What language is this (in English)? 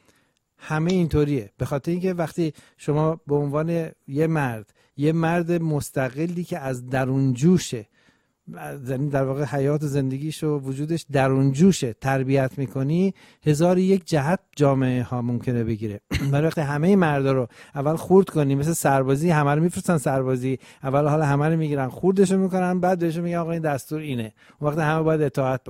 Persian